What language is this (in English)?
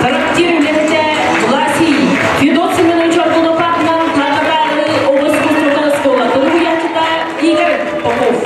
Yakut